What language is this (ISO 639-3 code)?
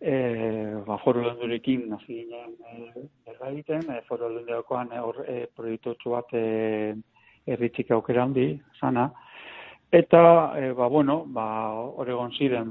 eus